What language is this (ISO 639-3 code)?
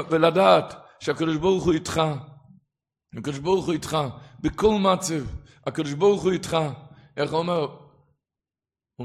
heb